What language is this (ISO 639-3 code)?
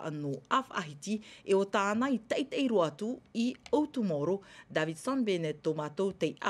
tah